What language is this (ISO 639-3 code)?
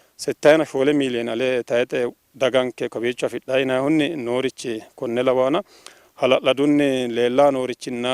sid